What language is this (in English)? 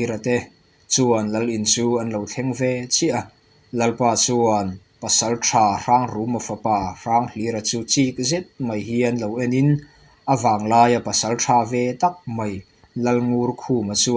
Mizo